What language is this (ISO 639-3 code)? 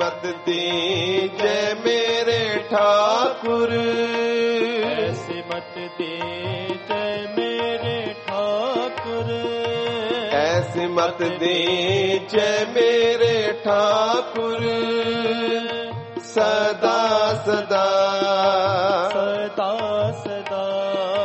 hin